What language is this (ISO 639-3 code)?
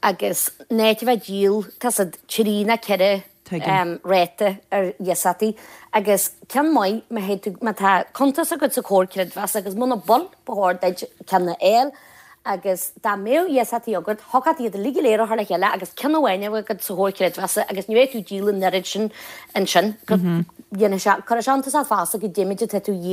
gle